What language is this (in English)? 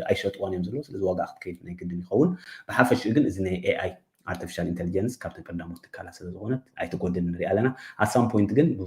Tigrinya